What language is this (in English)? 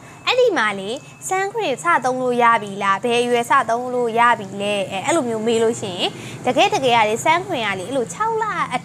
Burmese